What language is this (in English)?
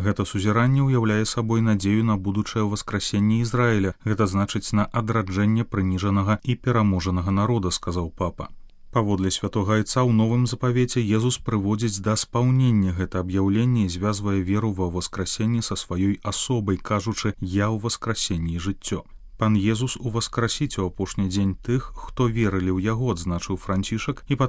Belarusian